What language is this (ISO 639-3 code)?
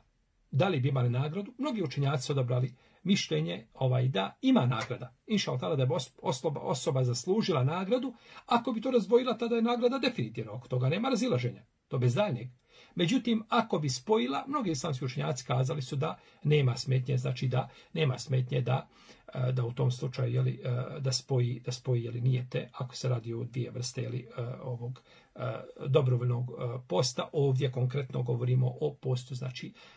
bos